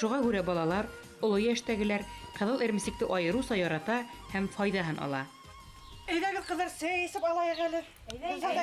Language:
Bashkir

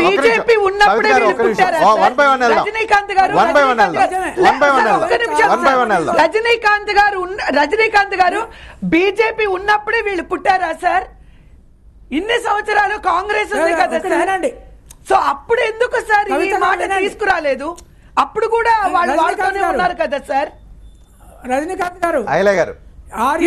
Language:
Telugu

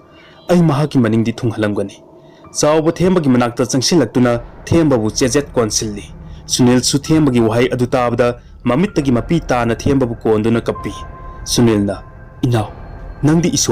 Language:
Manipuri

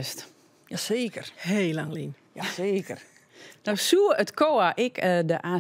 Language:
Western Frisian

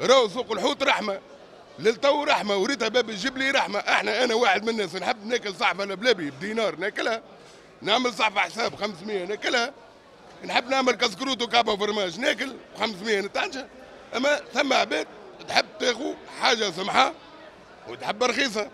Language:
Tunisian Arabic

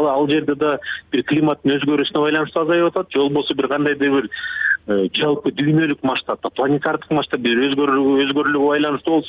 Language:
Kyrgyz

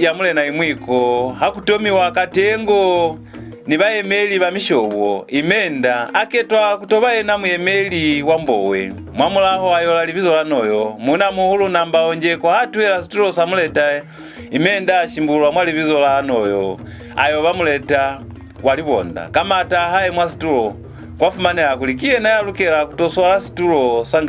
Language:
Lozi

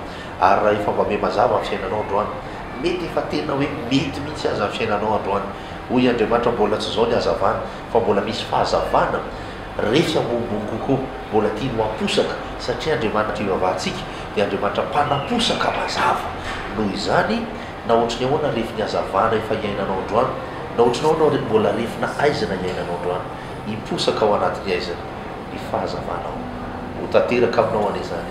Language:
Malagasy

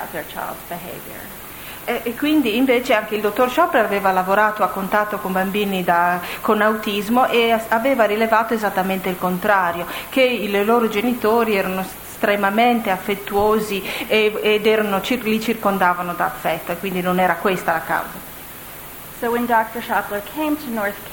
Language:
Italian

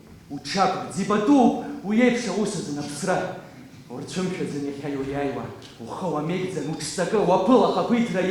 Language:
Abkhazian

